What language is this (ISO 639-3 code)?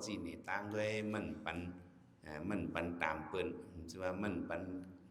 shn